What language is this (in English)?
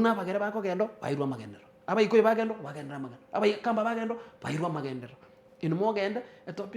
Gusii